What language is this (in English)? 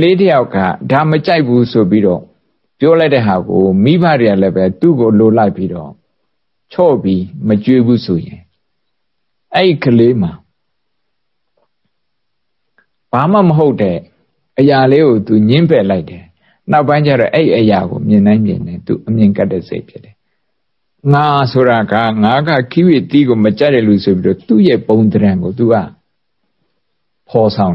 Burmese